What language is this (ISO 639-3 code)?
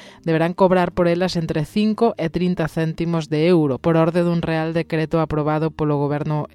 glg